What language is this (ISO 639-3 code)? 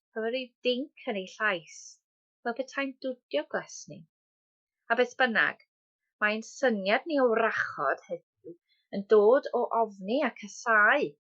cym